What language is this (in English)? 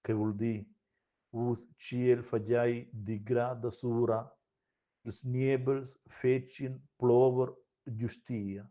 Romansh